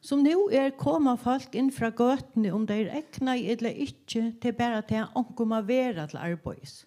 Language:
Faroese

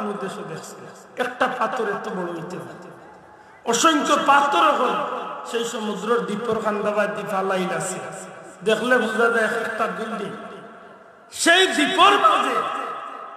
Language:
Sylheti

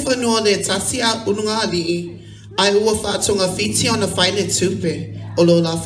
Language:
Samoan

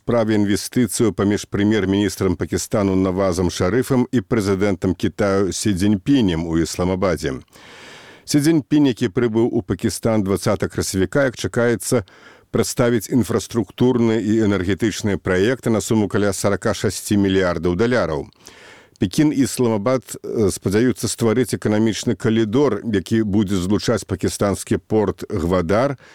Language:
Belarusian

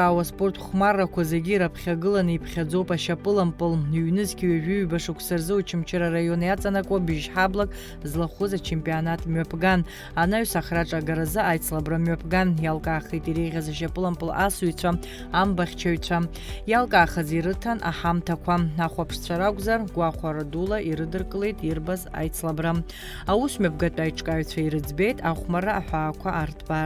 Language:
Abkhazian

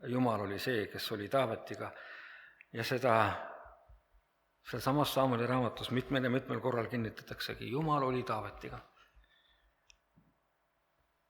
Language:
Estonian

